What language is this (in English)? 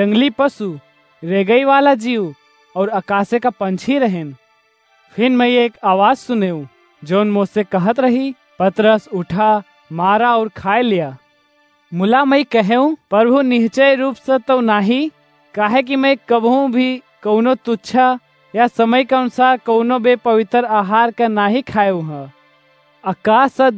Awadhi